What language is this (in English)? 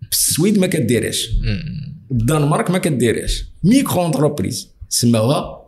Moroccan Arabic